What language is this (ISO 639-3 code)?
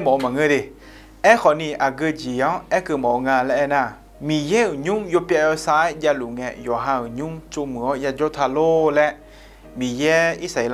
ahk